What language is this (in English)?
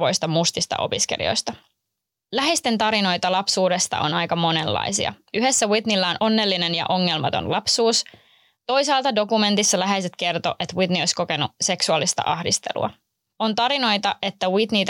Finnish